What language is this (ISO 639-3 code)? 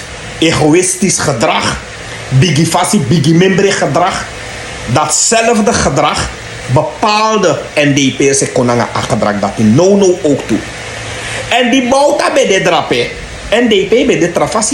srn